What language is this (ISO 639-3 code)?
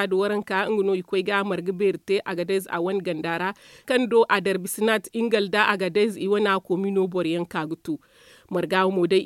dje